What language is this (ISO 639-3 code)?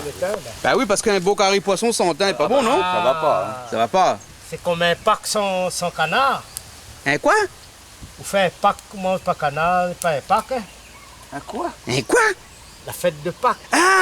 rcf